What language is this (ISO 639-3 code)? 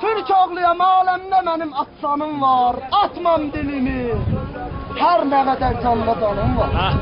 azb